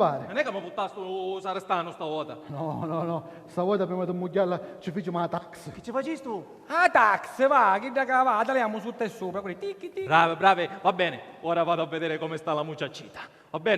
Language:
Sicilian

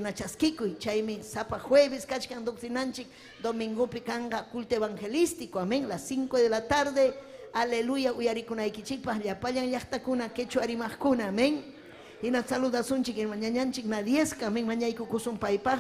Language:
Ayacucho Quechua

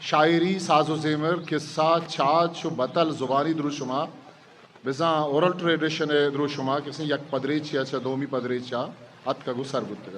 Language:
Eastern Balochi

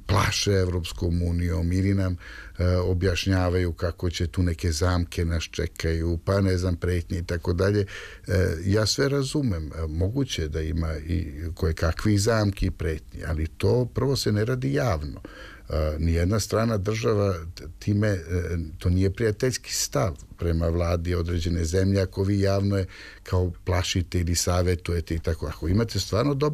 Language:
Serbian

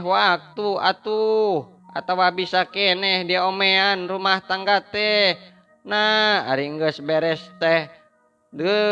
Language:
Sundanese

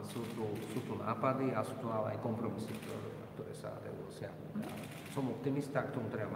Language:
Slovak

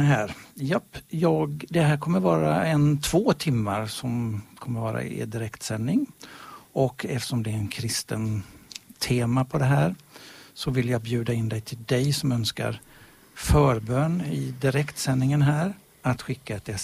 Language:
Swedish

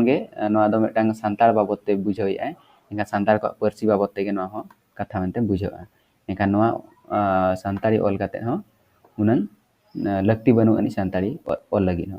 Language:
Santali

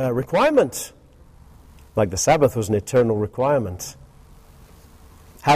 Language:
English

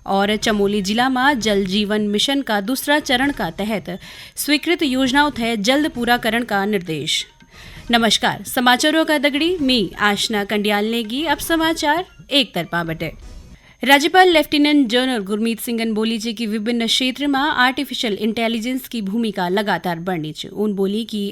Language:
Garhwali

